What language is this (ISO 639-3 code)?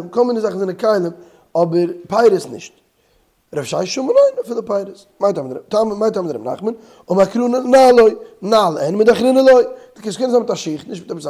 yid